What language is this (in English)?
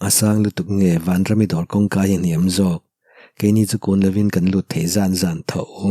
Mizo